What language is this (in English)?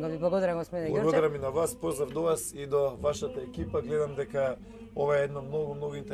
Macedonian